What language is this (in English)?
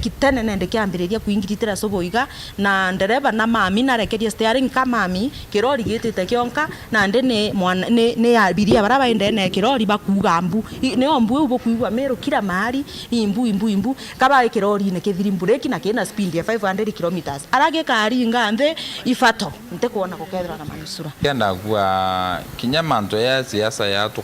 Meru